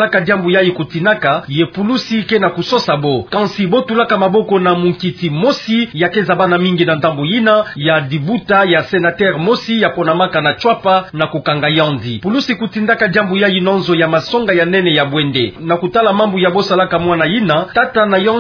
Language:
Kituba (Democratic Republic of Congo)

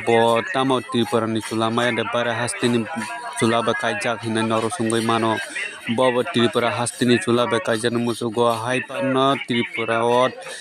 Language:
Kok Borok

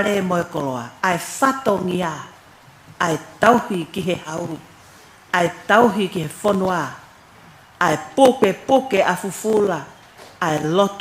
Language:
Tongan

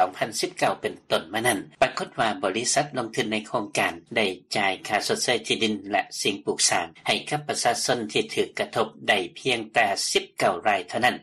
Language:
Lao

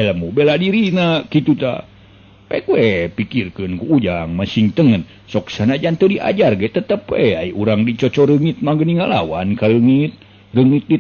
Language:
Sundanese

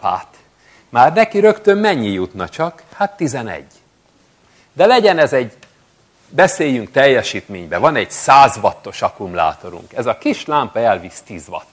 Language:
Hungarian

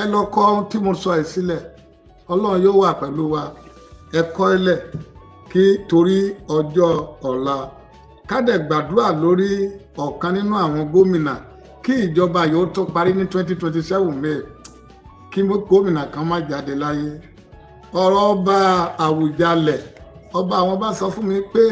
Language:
Yoruba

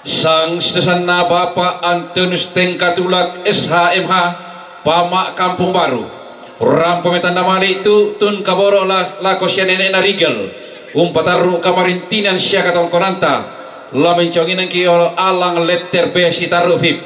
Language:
Toraja-Sa'dan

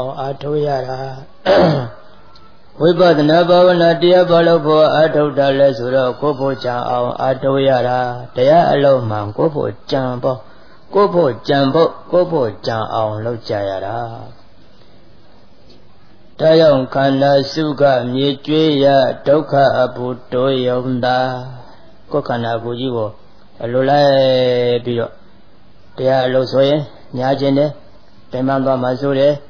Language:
Burmese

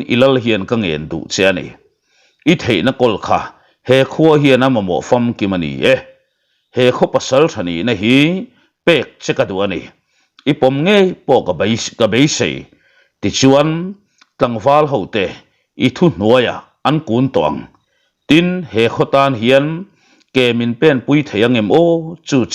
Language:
Mizo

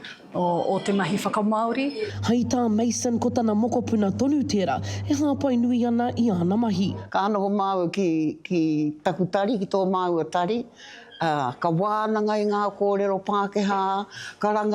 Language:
Māori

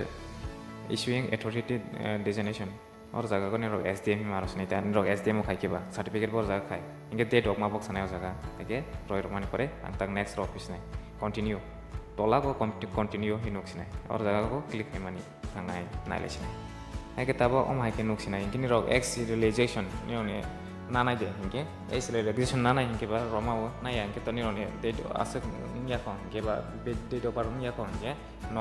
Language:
Kok Borok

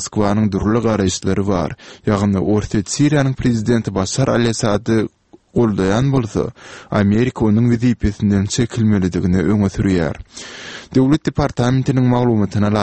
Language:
Turkmen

